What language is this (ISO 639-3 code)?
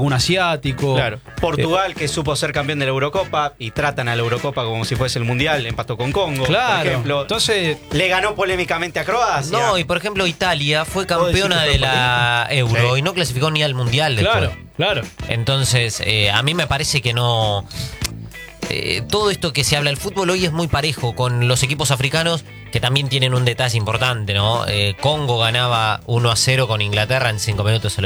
spa